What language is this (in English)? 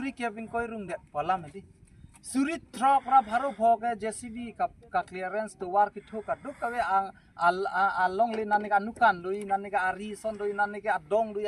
Karbi